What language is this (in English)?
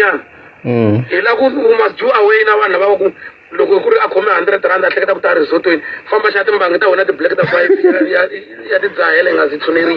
Tsonga